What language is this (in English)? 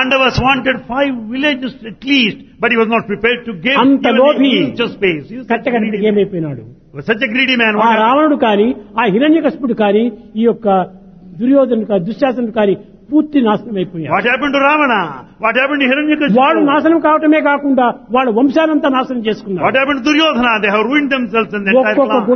Telugu